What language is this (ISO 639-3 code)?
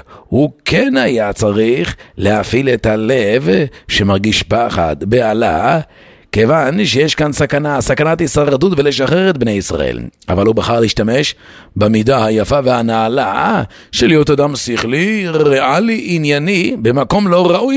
heb